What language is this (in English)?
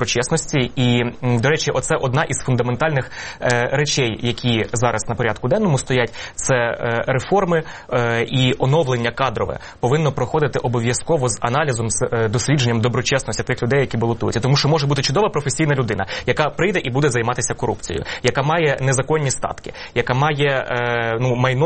Ukrainian